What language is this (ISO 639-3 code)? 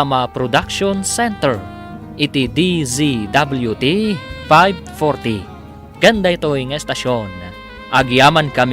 ilo